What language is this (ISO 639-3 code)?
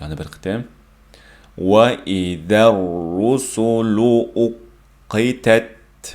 uig